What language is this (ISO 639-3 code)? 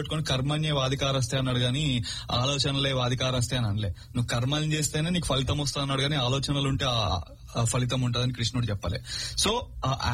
tel